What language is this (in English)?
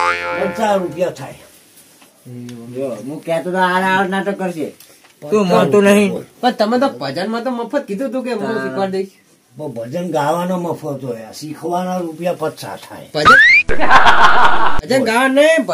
Gujarati